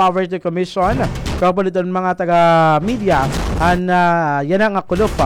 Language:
Waray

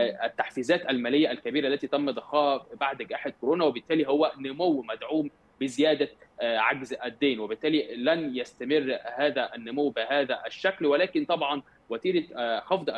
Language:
Arabic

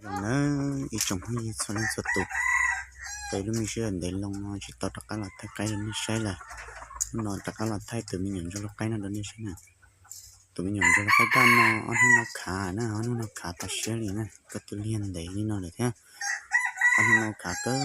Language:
Hmong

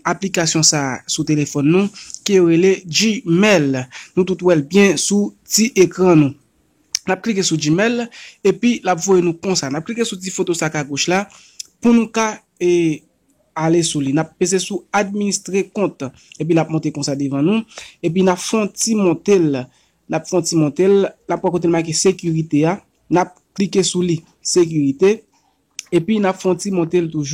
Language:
Haitian Creole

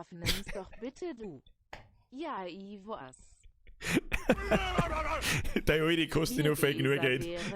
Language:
Bavarian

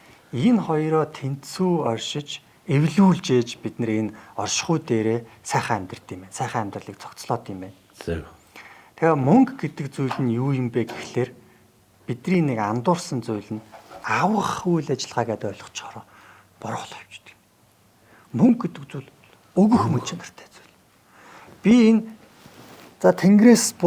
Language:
Mongolian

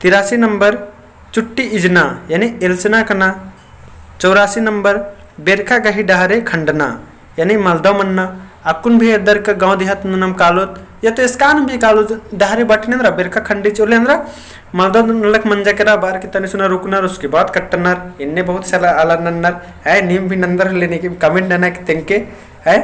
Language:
Kurukh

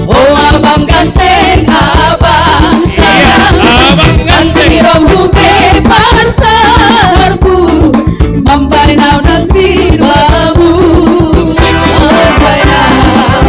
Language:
Batak Simalungun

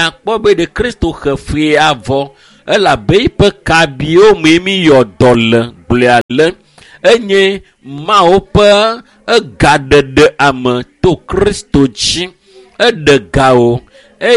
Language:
Ewe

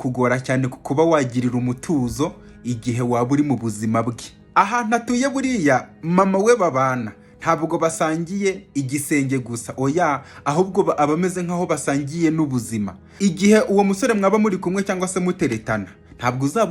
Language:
Kinyarwanda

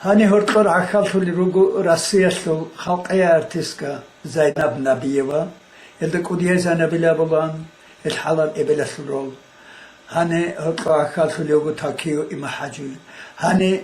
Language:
Avaric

